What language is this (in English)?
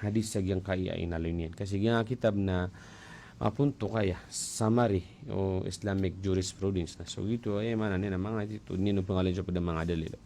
Maranao